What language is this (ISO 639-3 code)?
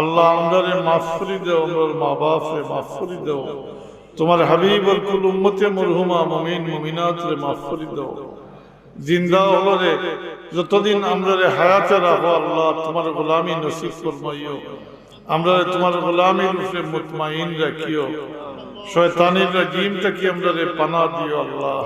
syl